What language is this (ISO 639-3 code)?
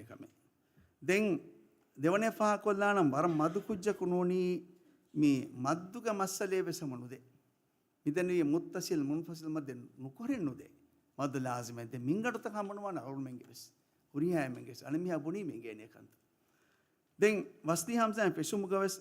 div